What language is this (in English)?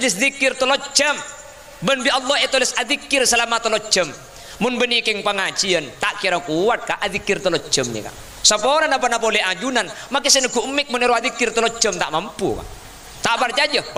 Madurese